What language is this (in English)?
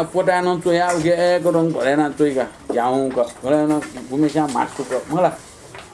Newari